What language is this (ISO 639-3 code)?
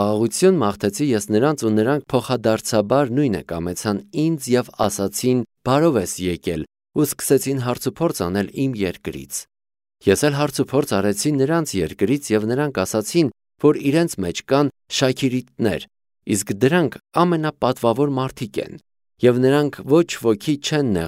hye